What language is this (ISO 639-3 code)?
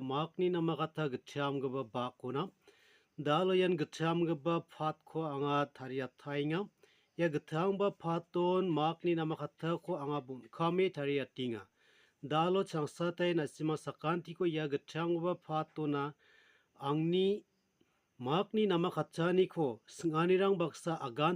grt